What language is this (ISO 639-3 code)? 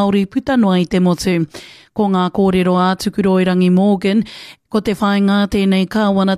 mri